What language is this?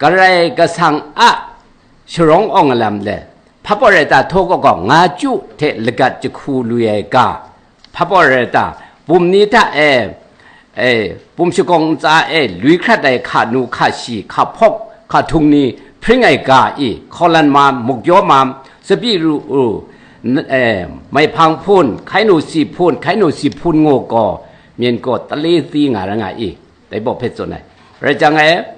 Kachin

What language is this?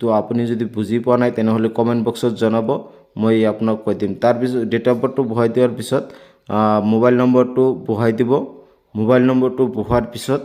Assamese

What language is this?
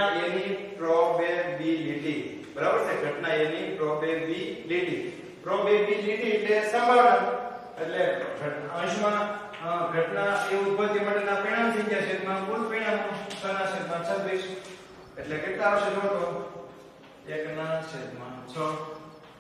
Gujarati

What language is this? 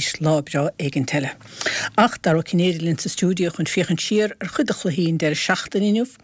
Irish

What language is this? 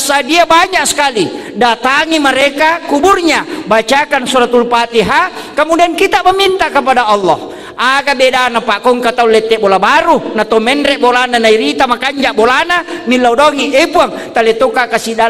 Buginese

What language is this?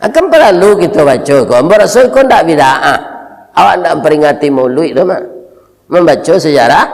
Minangkabau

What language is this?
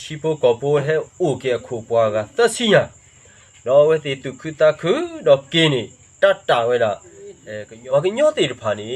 S'gaw Karen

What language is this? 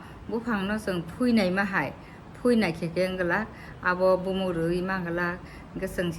Kok Borok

